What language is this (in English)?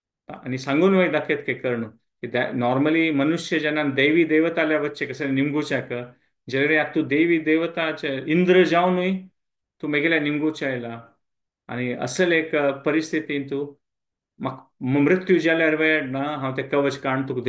Konkani